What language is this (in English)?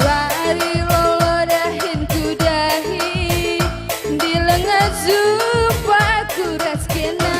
Batak Karo